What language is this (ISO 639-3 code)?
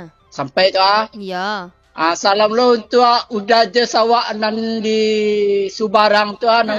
min